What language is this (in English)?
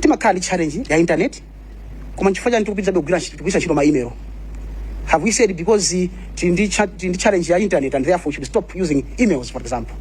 Nyanja